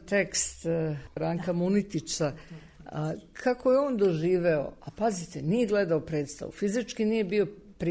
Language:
Serbian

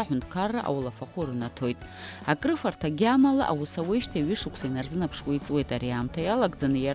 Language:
Abkhazian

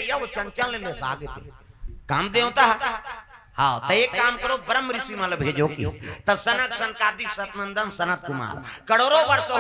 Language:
Chhattisgarhi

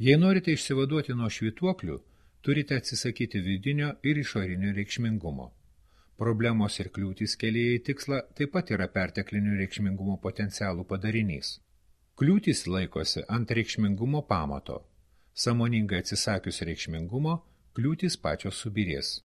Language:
Lithuanian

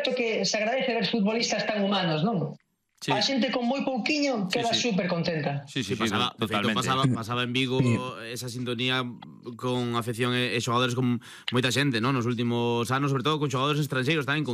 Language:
Galician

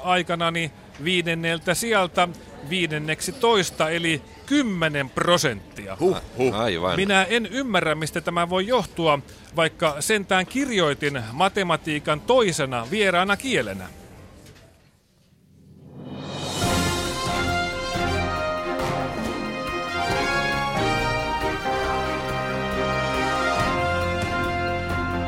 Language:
Finnish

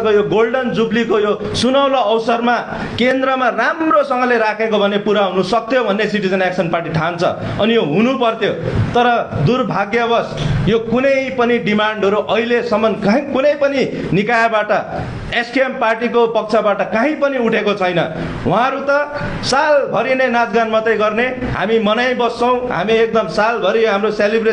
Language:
Nepali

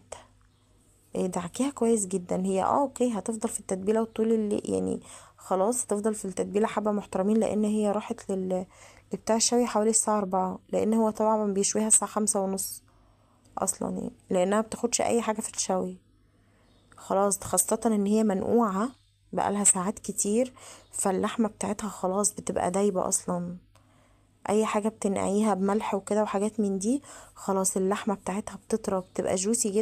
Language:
Egyptian Arabic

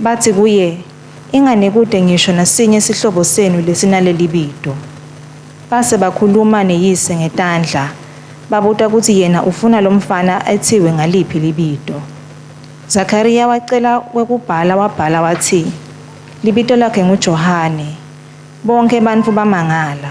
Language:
Swati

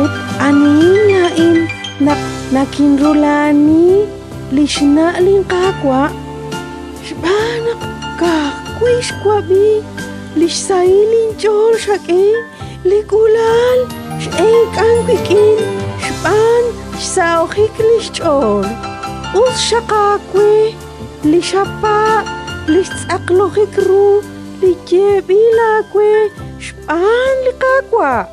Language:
Kekchí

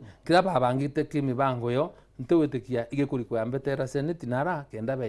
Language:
Meru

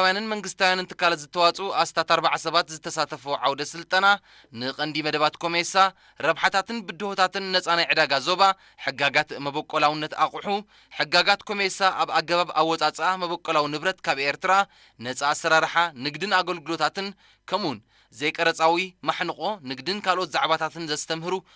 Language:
Tigrinya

